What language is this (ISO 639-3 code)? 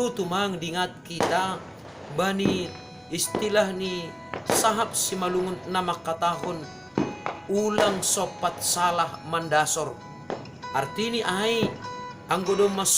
bts